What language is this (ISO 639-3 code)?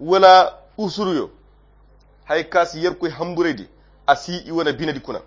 khq